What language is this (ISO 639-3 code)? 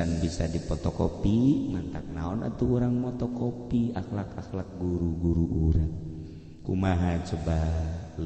sun